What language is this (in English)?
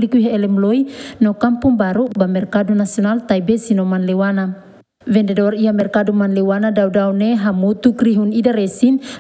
Tetum